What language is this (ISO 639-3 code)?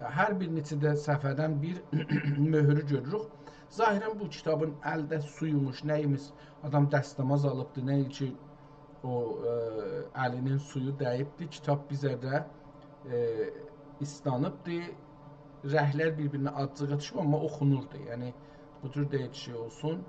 azb